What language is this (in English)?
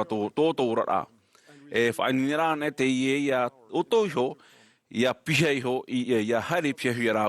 Tahitian